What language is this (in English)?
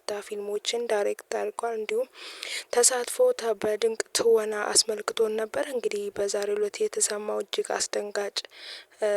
Amharic